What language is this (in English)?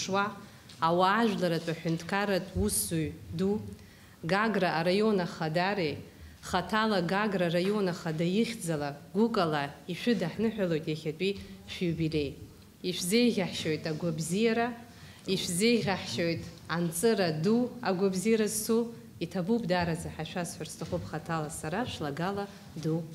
Abkhazian